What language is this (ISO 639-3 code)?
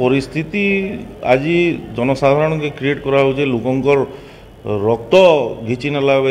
ori